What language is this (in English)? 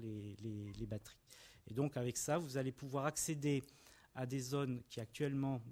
French